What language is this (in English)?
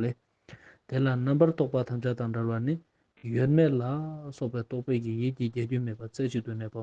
Ladakhi